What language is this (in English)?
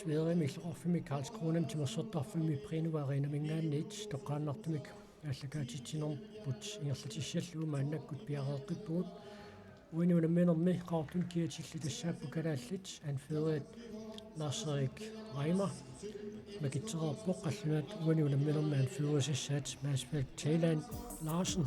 Kalaallisut